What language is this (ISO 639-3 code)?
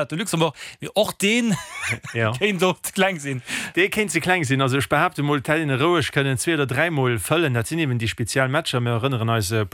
ltz